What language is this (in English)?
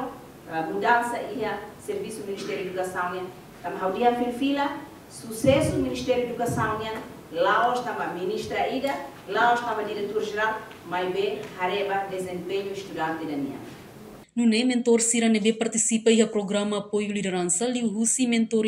Tetum